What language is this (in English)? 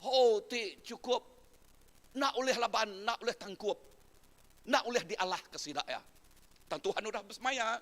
Iban